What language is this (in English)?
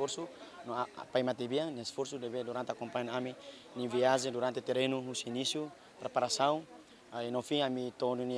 Tetum